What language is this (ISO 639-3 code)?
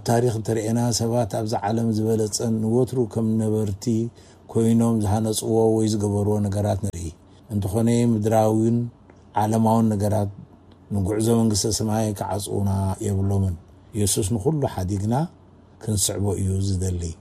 tir